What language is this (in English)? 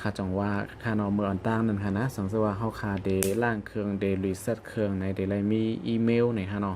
Shan